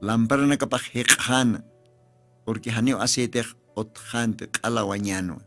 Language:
Aymara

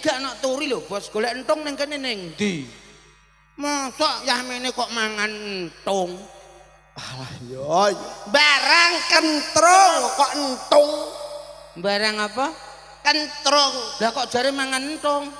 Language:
Javanese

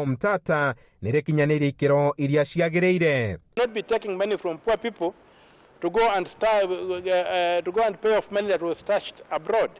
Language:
Kikuyu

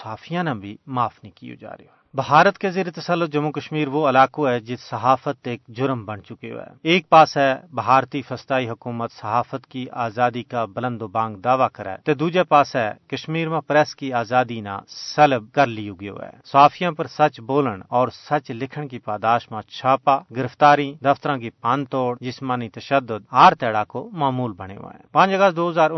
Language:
Gujari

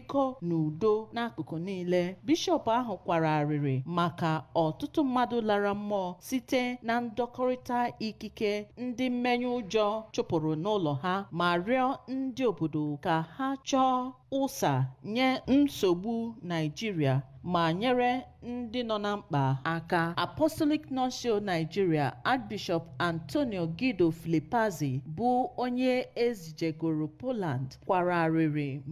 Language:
Igbo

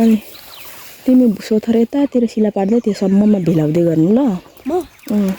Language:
Nepali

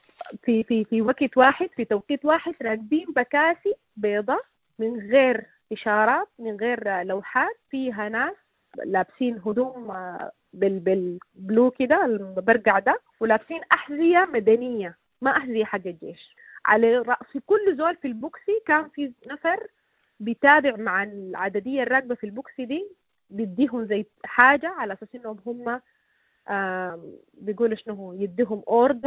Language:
Sudanese Arabic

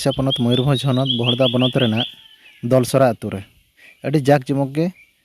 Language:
Santali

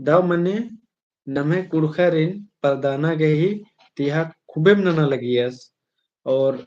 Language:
Kurukh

